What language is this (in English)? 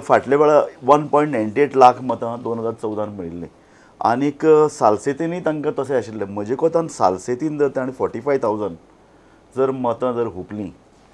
Konkani